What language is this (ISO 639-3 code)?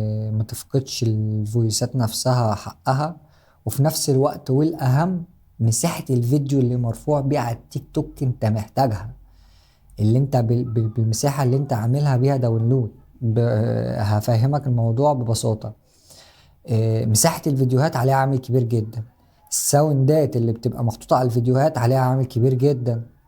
arz